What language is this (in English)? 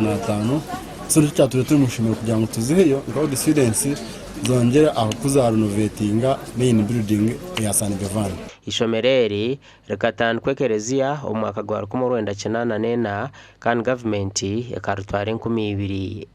Nyankole